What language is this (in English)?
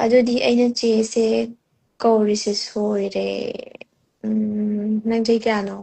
Manipuri